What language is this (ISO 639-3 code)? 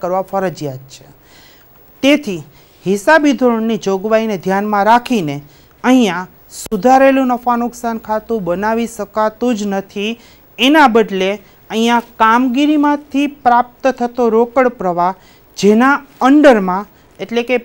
guj